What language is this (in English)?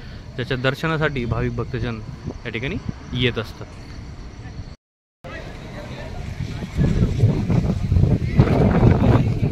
Marathi